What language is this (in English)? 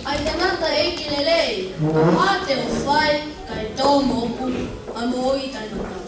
Tongan